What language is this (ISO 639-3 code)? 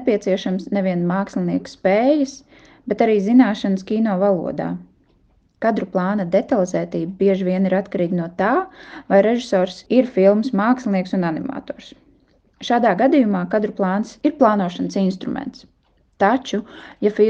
lav